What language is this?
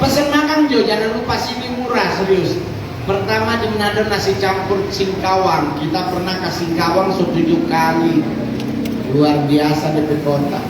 Manado Malay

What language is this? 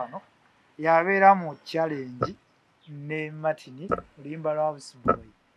Ganda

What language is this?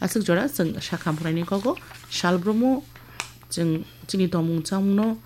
Kok Borok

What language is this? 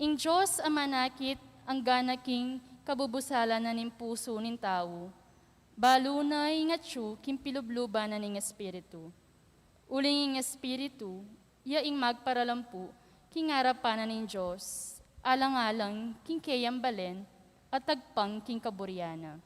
Pampanga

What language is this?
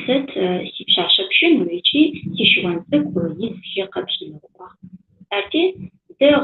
Adyghe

